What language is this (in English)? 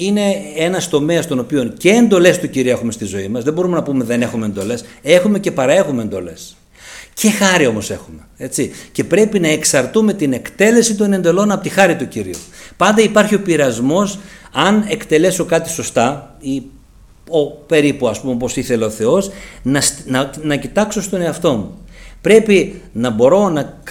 Greek